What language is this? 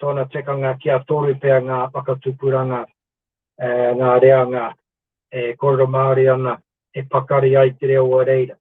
Māori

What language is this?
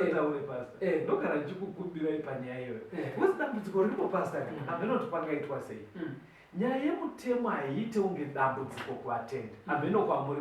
Shona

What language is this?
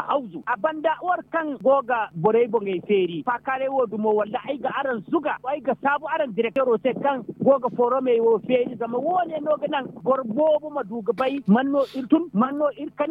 Zarma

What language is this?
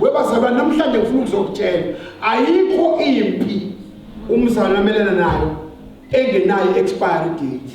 Zulu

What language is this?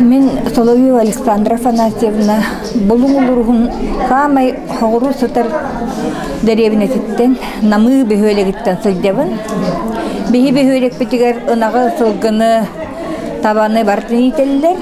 Yakut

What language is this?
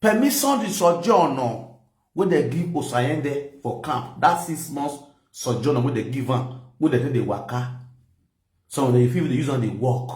Nigerian Pidgin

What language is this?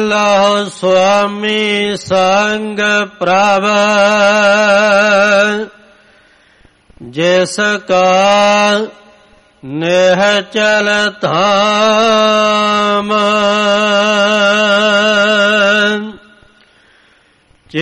Punjabi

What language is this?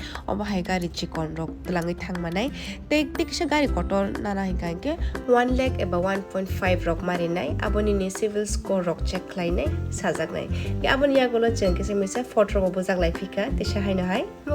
Kok Borok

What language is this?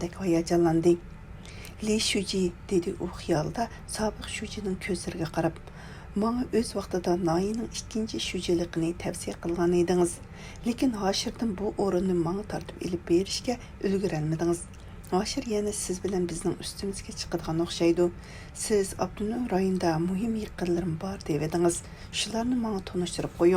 Uyghur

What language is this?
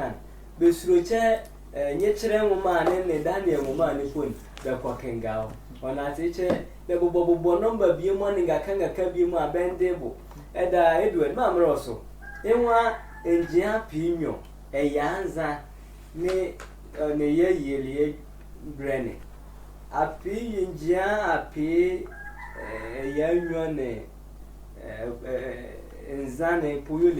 Sehwi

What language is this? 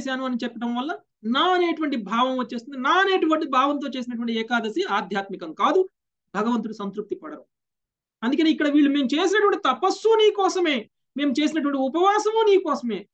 Telugu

